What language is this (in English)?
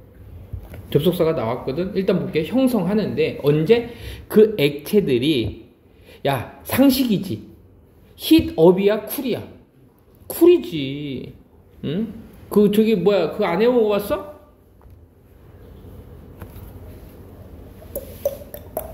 Korean